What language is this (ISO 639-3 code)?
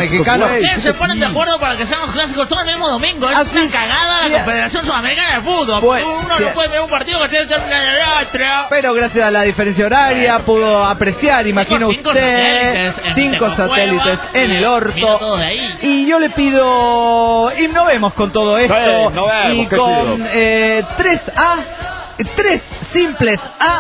spa